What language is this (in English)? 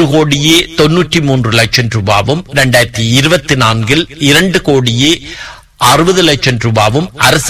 Tamil